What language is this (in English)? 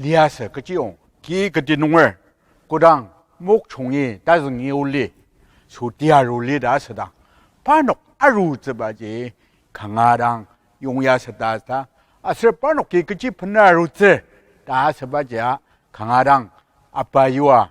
Ao Naga